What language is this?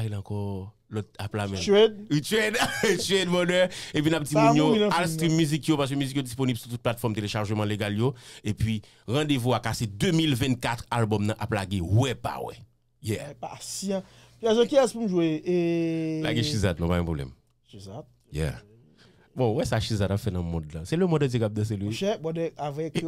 Haitian Creole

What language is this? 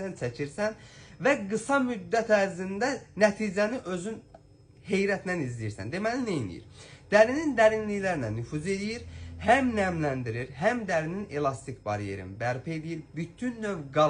Azerbaijani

